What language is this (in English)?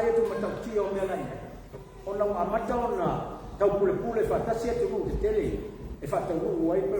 Samoan